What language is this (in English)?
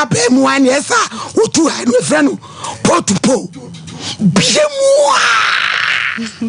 Akan